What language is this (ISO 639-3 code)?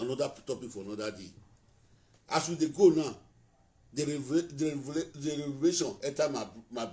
pcm